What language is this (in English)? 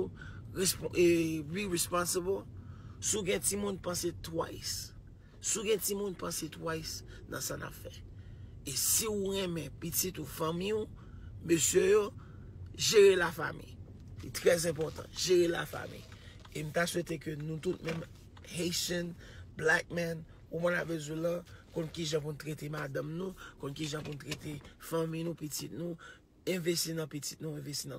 Haitian Creole